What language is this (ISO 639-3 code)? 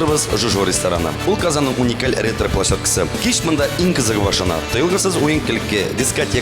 tat